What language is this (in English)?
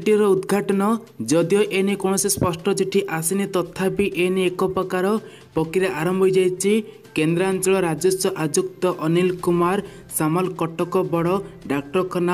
Odia